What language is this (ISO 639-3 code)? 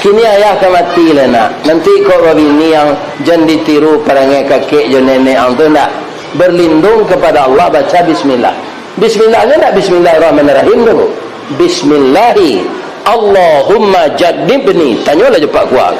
min